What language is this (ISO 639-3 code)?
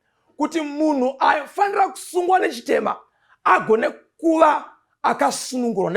sna